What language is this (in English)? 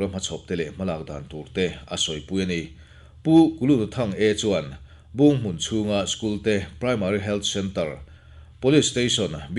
Mizo